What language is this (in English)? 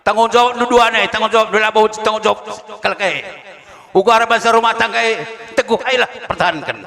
Batak Karo